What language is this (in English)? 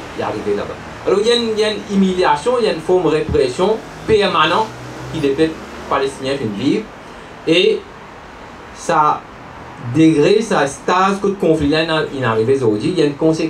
Morisyen